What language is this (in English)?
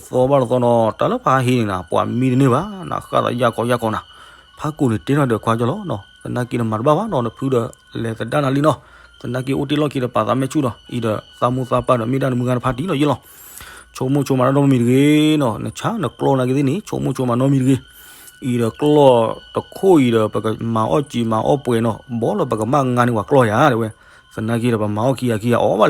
S'gaw Karen